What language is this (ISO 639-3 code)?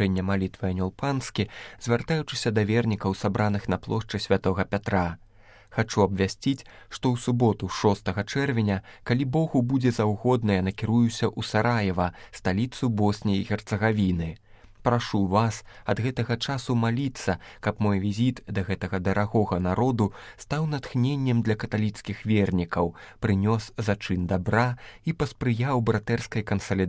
bel